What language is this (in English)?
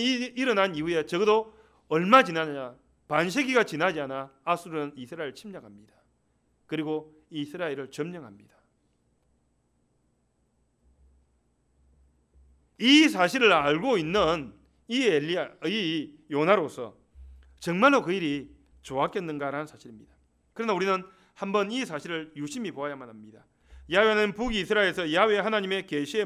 Korean